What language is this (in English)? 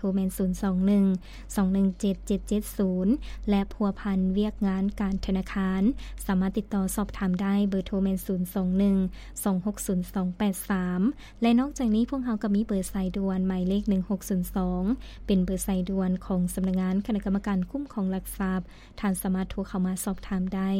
Lao